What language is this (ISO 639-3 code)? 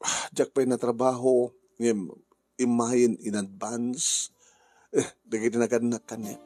ilo